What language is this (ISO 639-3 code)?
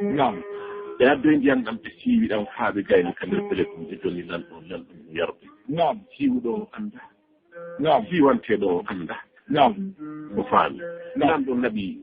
ful